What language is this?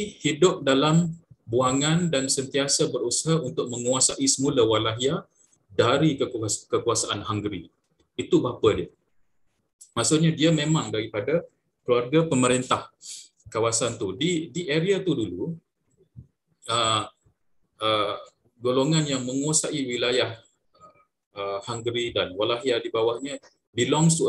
Malay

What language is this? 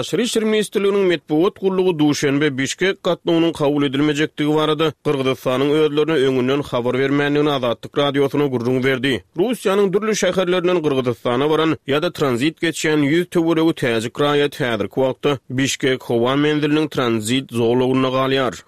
Turkmen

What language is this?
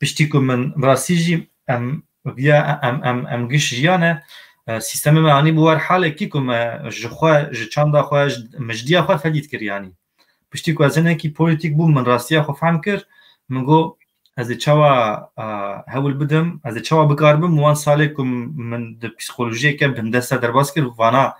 Kurdish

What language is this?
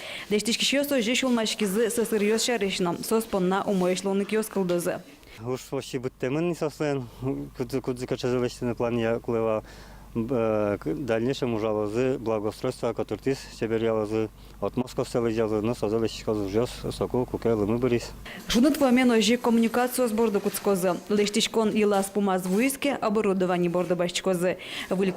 Udmurt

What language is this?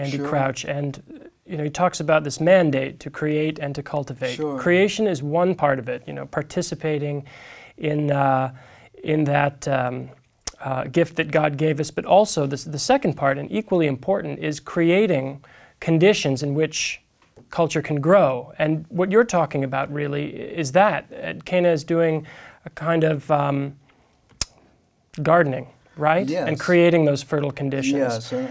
English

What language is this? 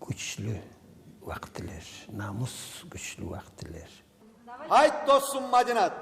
Kumyk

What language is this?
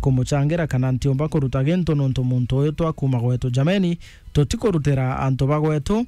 Meru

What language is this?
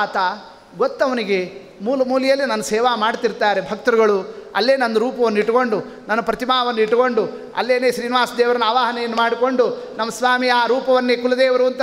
Kannada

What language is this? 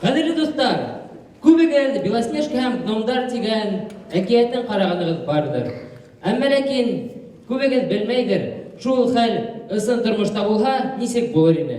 Bashkir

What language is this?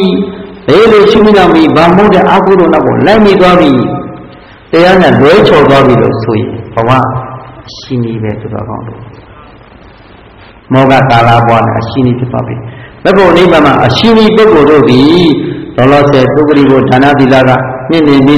Burmese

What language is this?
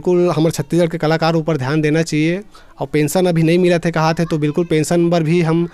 Chhattisgarhi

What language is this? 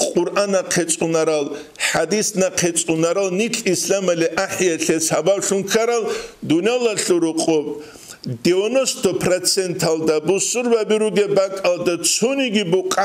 Avaric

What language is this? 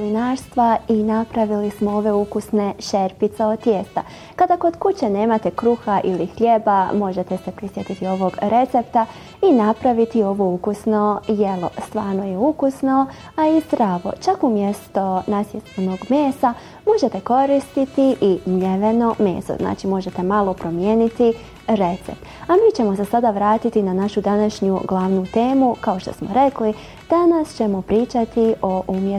Bosnian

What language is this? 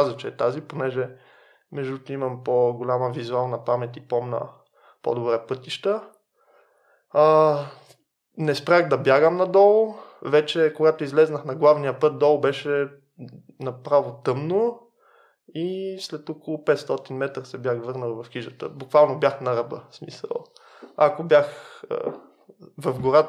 Bulgarian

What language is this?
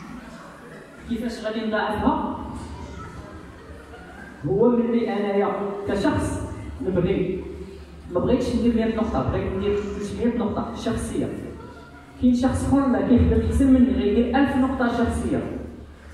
Moroccan Arabic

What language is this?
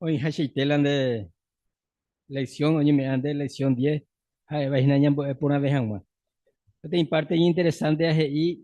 Guarani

